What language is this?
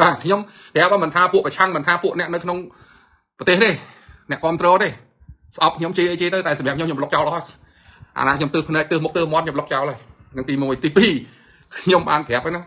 Khmer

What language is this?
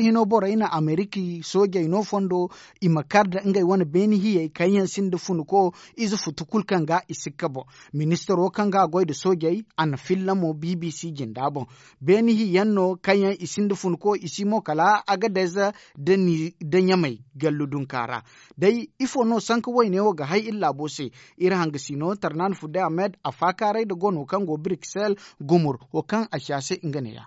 Zarma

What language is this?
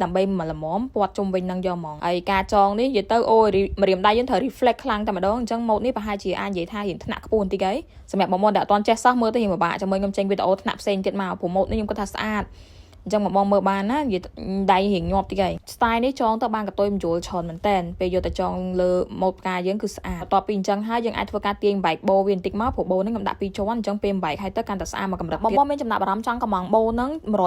Khmer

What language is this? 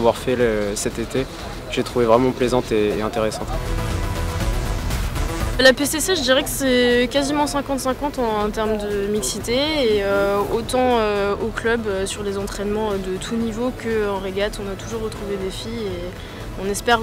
French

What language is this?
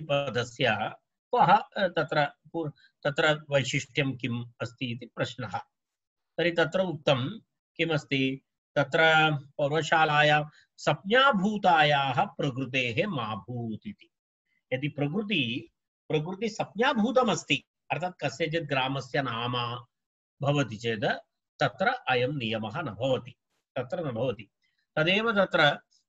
Sanskrit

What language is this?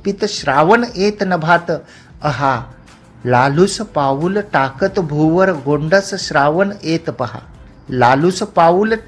Marathi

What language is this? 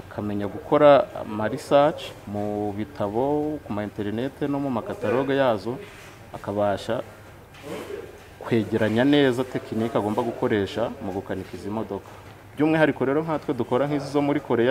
Kinyarwanda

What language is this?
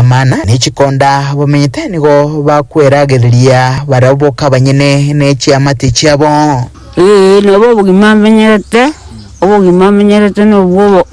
Gusii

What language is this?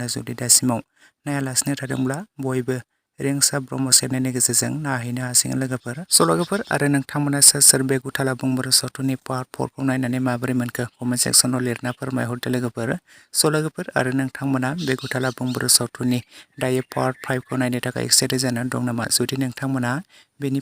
Bodo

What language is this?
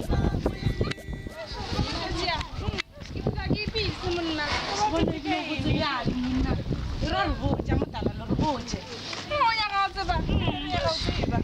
Northern Sotho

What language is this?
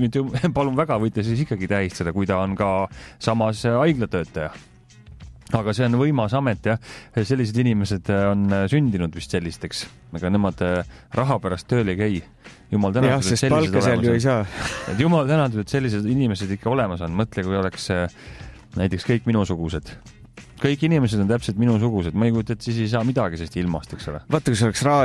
Estonian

